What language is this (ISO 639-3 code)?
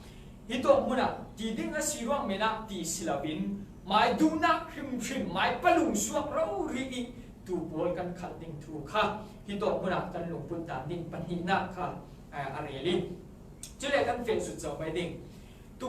cfm